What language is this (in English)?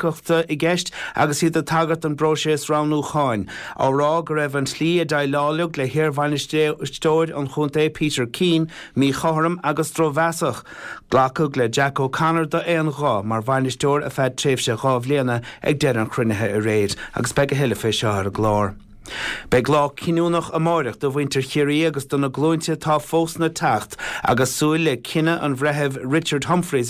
Irish